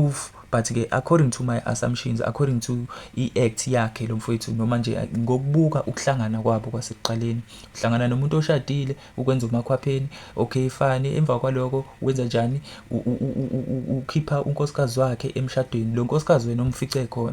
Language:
Zulu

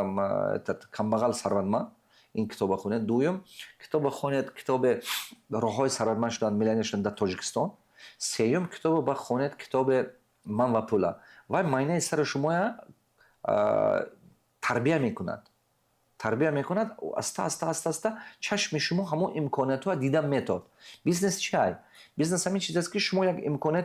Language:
Tajik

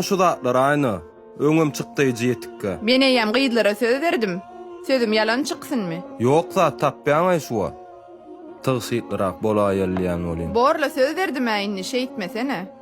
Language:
Turkmen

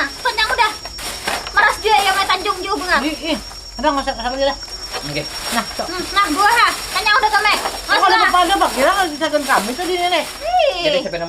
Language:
Banjar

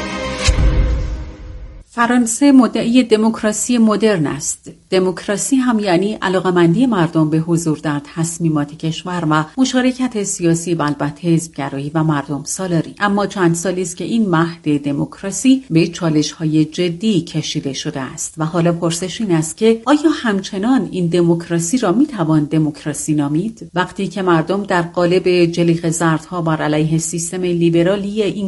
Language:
Persian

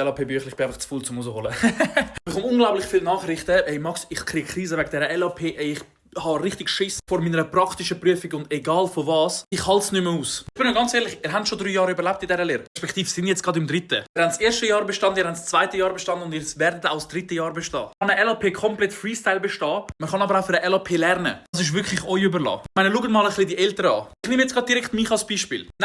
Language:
Swiss German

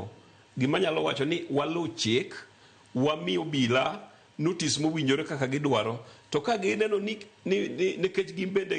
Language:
Luo (Kenya and Tanzania)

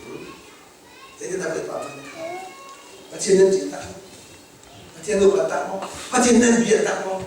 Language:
Hakha Chin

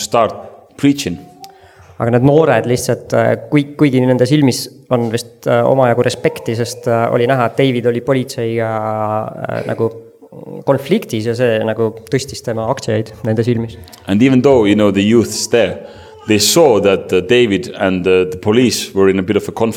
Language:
Estonian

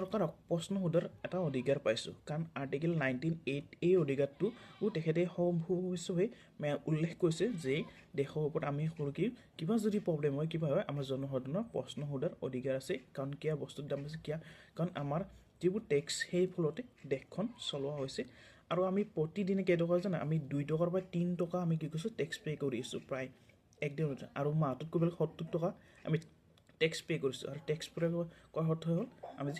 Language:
Assamese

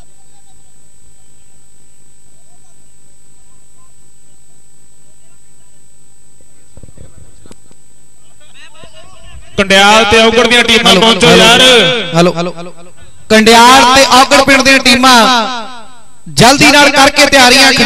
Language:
Punjabi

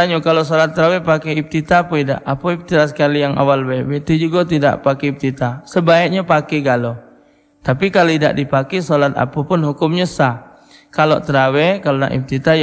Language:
Musi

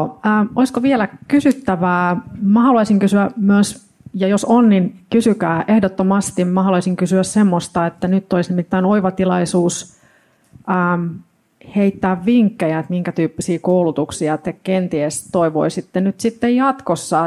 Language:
Finnish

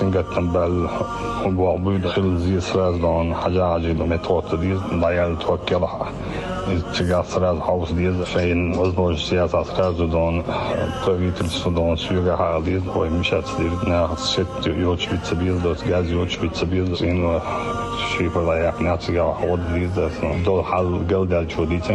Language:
Chechen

